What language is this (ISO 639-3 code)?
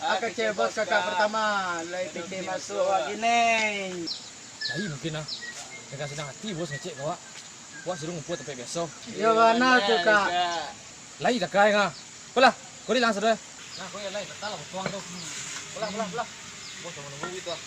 min